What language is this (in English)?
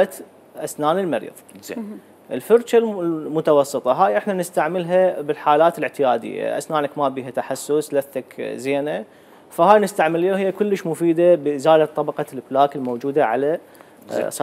Mesopotamian Arabic